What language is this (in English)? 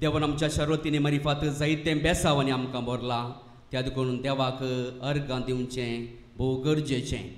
Konkani